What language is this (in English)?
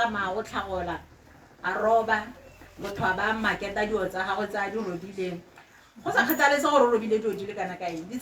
Tswana